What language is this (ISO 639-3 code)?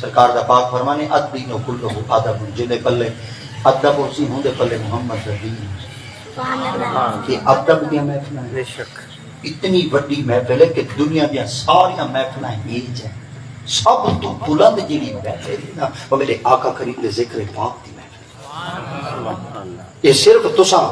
skr